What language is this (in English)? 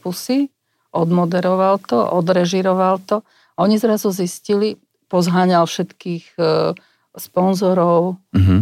Slovak